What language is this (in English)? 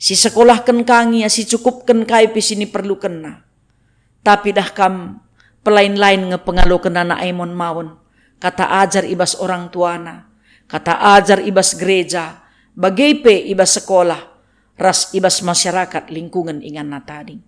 Batak Karo